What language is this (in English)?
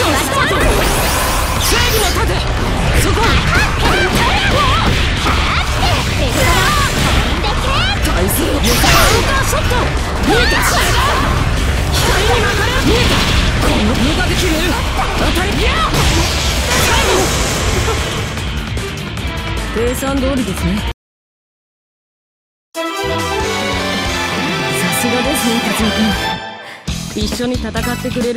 Japanese